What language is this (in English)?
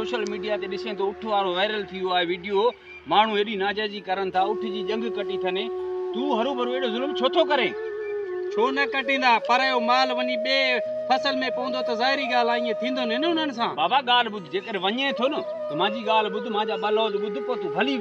Sindhi